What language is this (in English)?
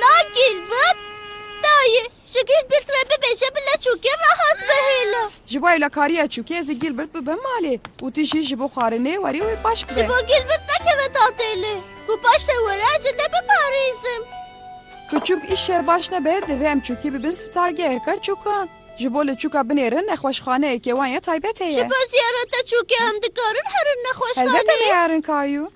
Kurdish